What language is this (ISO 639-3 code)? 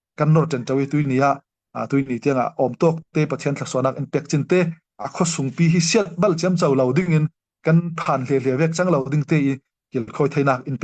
cnh